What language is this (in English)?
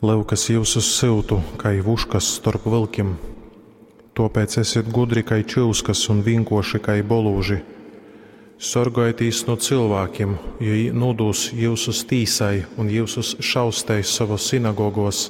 Latgalian